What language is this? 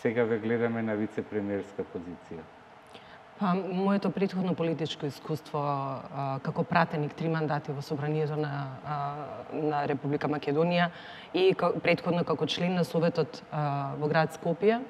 Macedonian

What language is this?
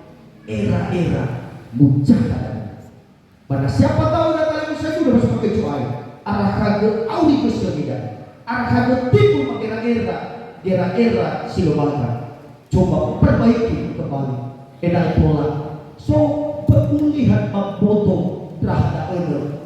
Nias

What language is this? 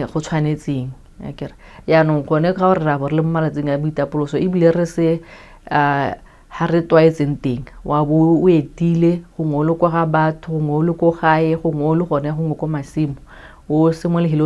Tswana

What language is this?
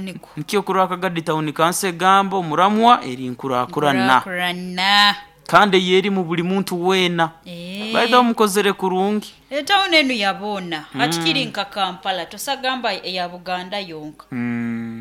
Nyoro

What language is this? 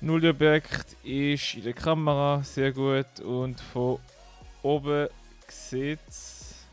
Swiss German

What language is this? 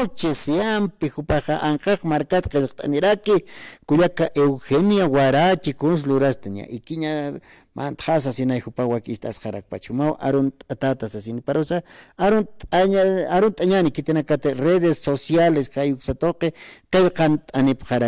Aymara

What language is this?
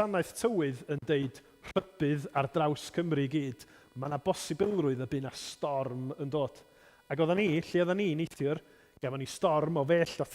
Welsh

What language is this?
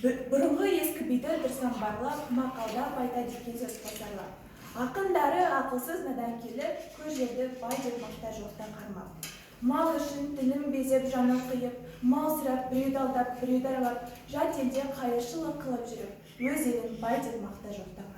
Kazakh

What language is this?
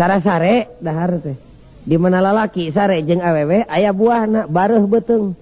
Sundanese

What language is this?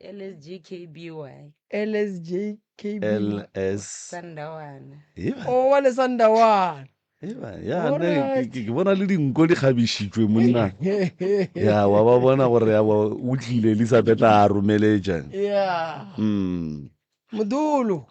Northern Sotho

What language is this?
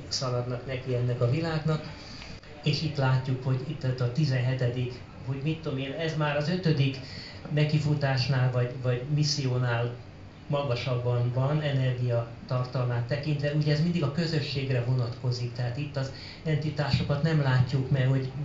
Hungarian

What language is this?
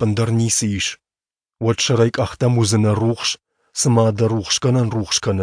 Ossetic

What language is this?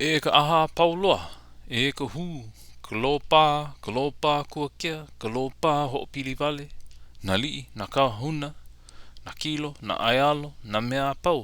Hawaiian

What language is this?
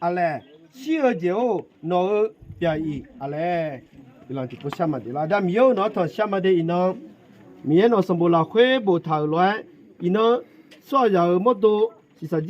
Akha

